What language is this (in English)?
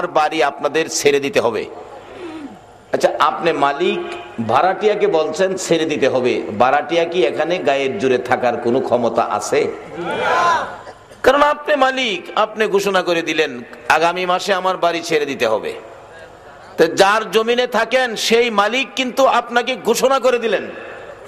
Bangla